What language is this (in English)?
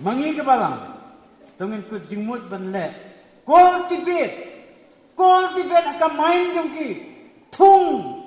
Khasi